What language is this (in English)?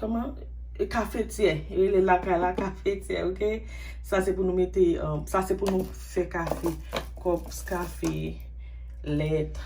Haitian Creole